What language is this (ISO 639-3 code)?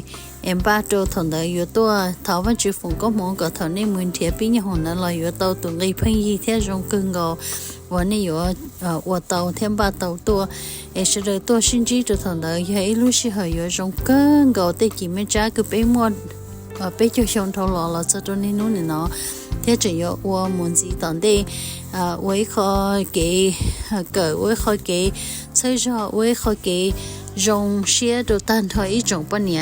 hmn